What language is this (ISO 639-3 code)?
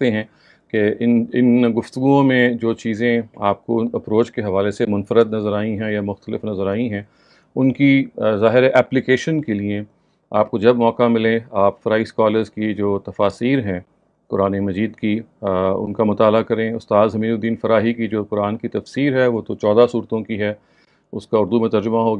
urd